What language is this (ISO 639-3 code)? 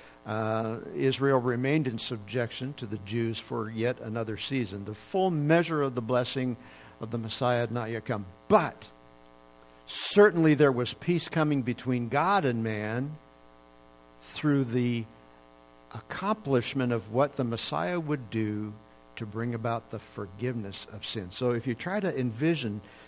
eng